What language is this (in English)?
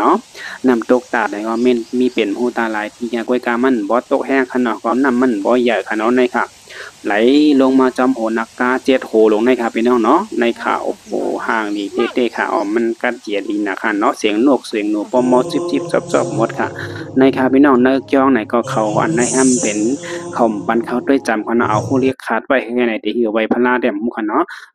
Shan